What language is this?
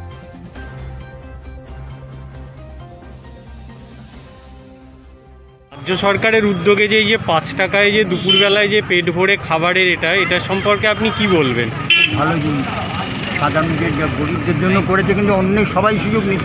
Bangla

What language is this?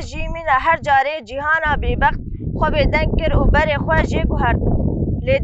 Kurdish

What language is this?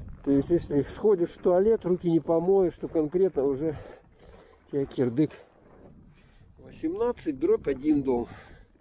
Russian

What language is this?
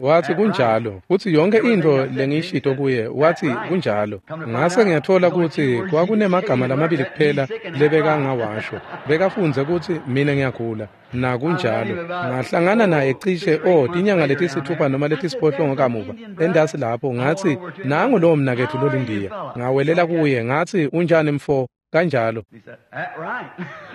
Swati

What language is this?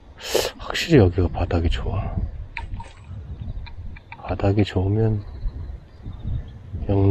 Korean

